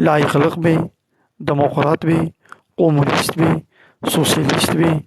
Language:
Kurdish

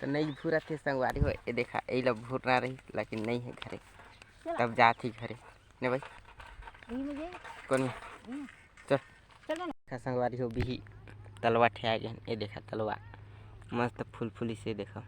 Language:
Chhattisgarhi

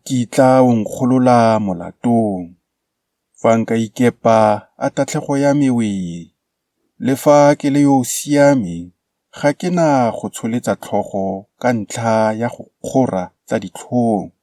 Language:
Tswana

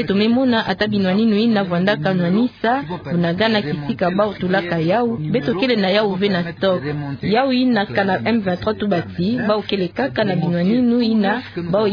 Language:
Kituba (Democratic Republic of Congo)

